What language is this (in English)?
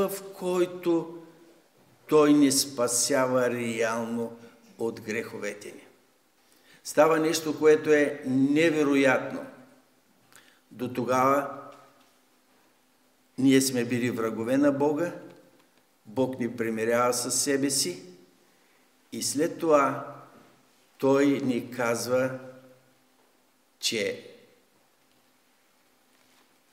Bulgarian